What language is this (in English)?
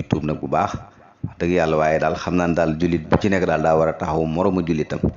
Wolof